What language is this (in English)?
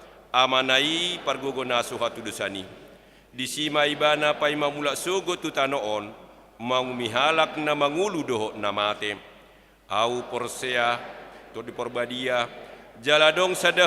Batak Toba